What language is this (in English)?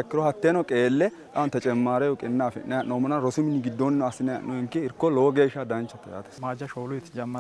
Sidamo